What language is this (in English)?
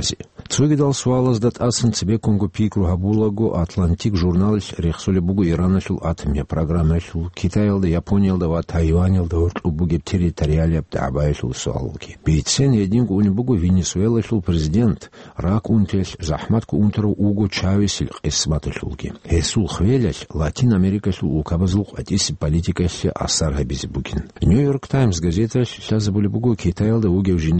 Avaric